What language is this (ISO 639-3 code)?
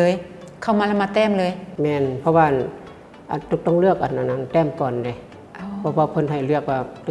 lao